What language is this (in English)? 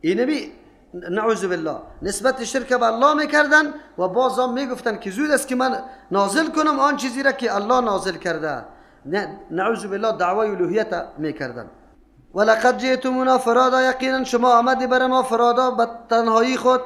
Persian